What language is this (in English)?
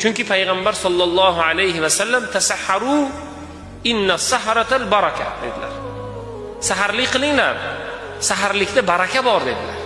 Uzbek